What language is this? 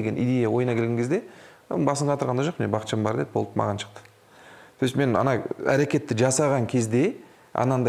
Kazakh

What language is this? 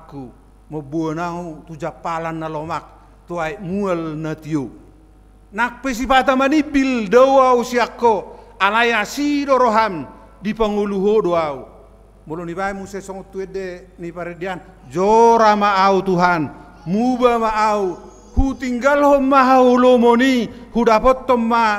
Batak Toba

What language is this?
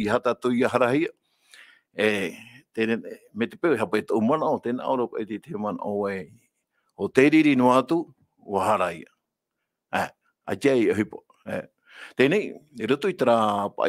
Tahitian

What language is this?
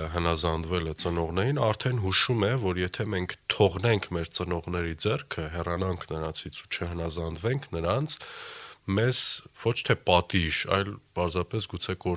Armenian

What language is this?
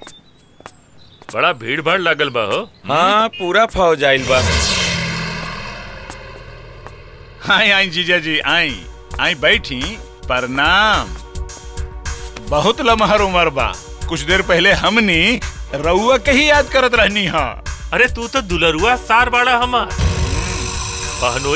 Bhojpuri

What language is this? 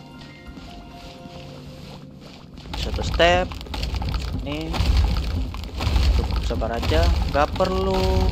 Indonesian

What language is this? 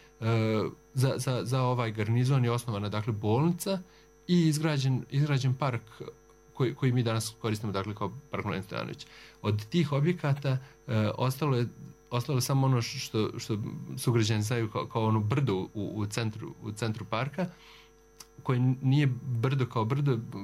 Serbian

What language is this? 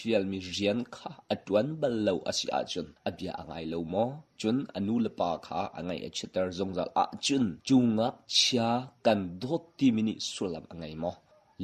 Hakha Chin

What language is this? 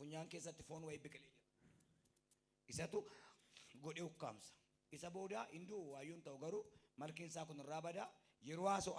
Oromo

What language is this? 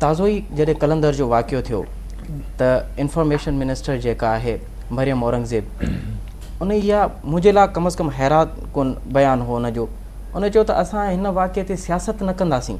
Sindhi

